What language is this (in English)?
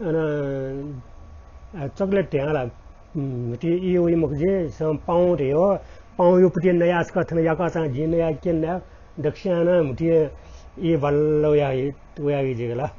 Newari